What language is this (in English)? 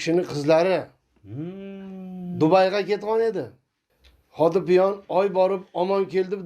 Uzbek